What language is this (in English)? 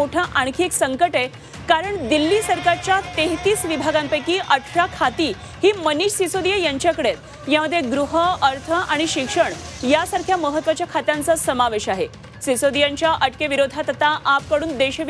Marathi